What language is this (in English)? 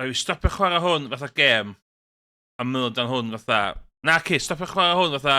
Welsh